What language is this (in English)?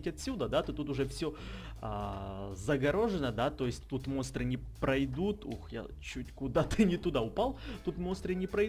Russian